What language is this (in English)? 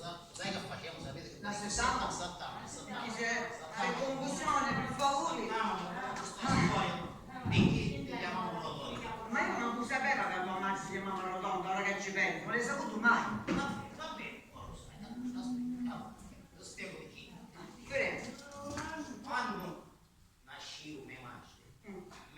Sicilian